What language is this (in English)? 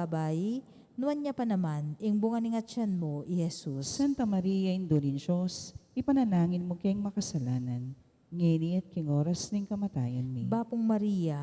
Pampanga